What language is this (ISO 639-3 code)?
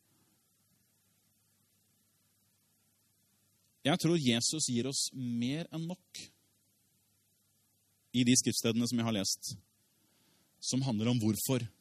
nor